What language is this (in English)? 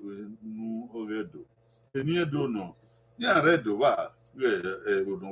Bini